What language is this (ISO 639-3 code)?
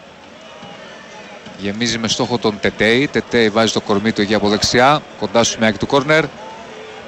ell